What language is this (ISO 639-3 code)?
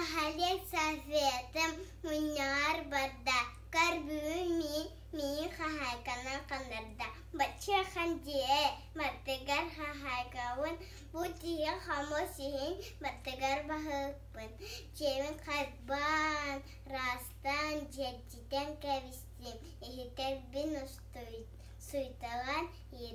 sah